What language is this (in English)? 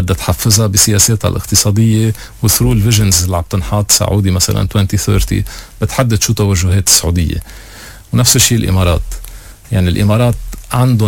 North Levantine Arabic